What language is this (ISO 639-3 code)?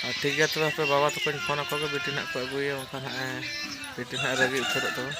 sat